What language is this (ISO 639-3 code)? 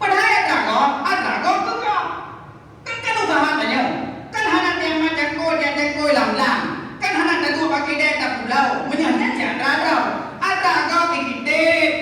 ace